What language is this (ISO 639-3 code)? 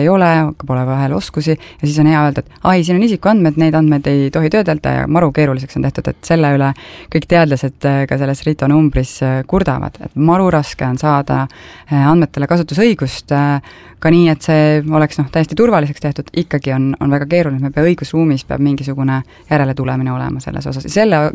est